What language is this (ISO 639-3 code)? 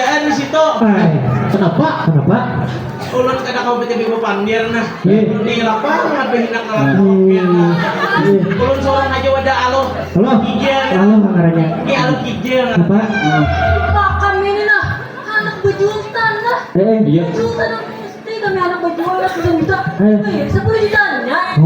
bjn